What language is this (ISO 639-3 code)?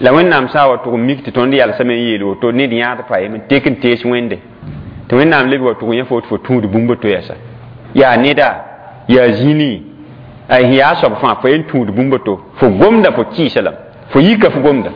mos